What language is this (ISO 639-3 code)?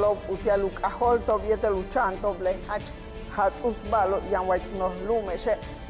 yua